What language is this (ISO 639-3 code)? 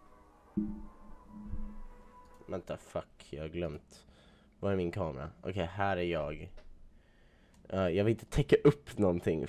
swe